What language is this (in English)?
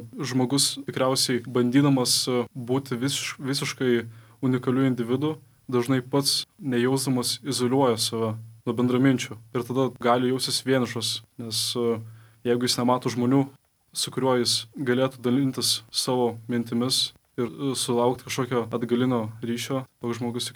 Lithuanian